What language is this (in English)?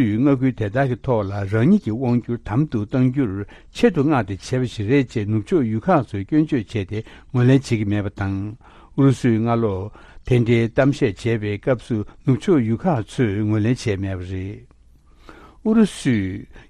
Tibetan